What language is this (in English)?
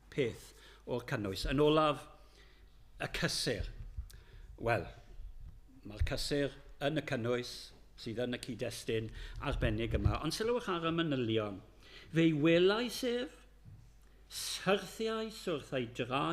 Welsh